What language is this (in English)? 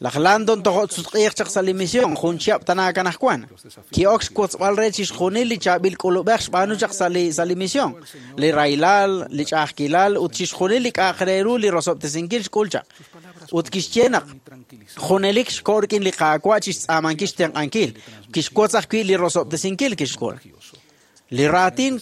Kekchí